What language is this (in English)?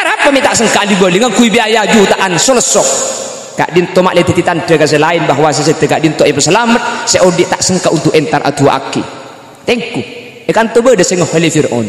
Madurese